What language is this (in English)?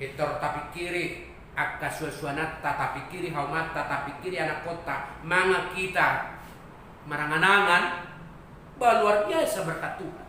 Batak Toba